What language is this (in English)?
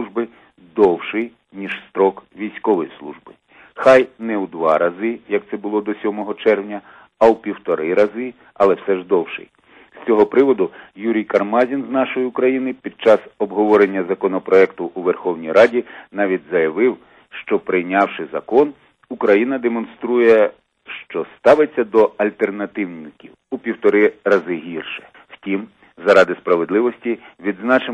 Ukrainian